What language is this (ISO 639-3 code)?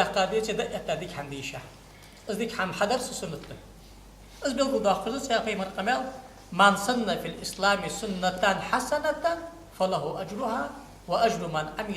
inh